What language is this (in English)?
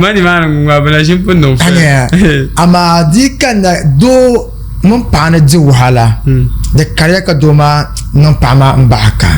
Dagbani